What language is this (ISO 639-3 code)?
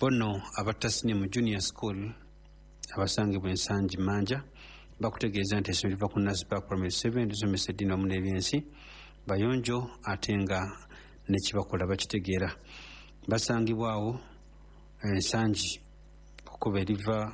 lug